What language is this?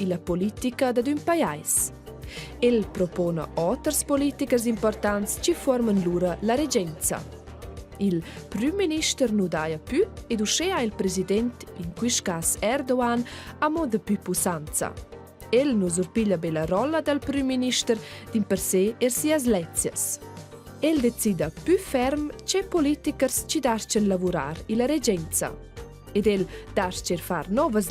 Romansh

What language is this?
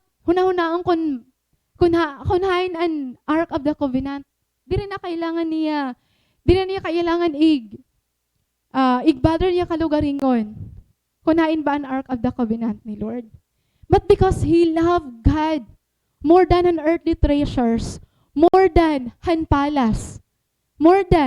Waray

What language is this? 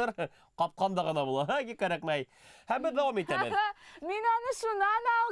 Bashkir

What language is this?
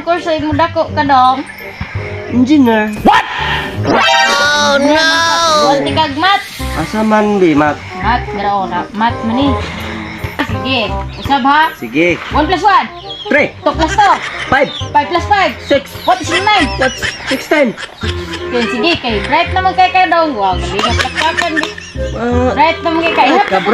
Cebuano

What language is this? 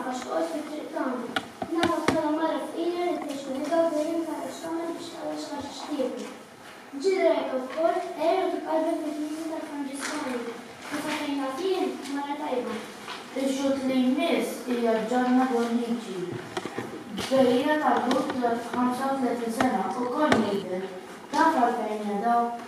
Maltese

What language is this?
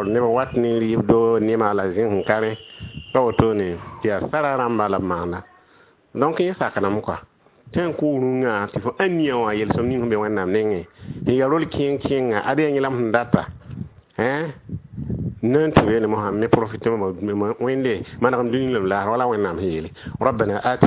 Mossi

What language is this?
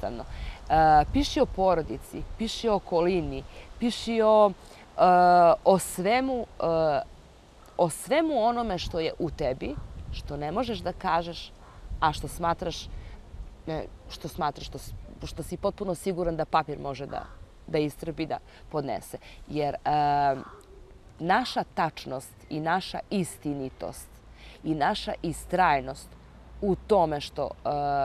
Serbian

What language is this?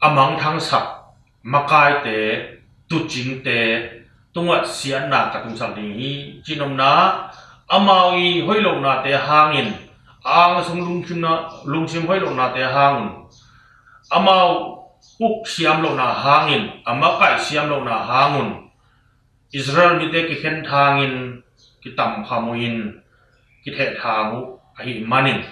Tedim Chin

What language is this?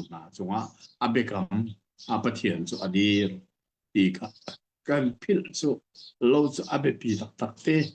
Hakha Chin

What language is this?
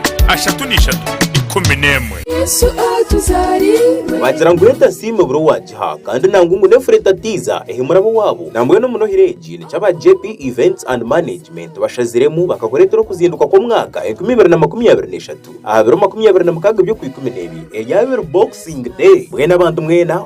Nyankole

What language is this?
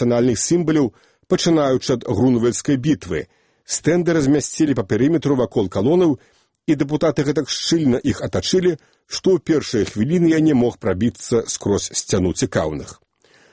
Belarusian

